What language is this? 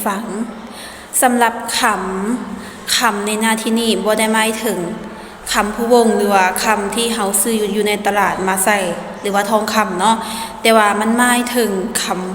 Lao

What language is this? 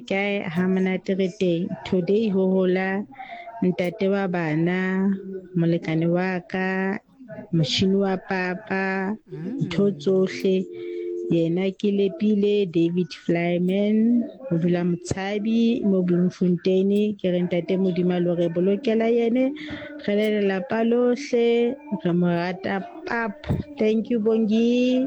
Southern Sotho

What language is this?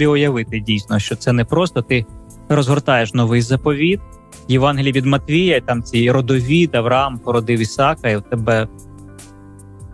Ukrainian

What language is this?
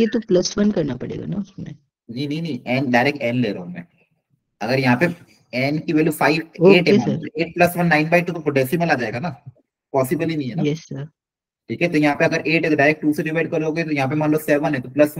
Hindi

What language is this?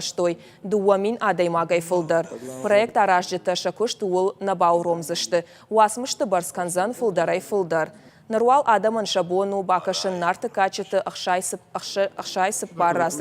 Ossetic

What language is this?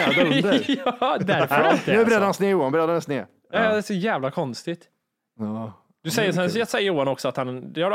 Swedish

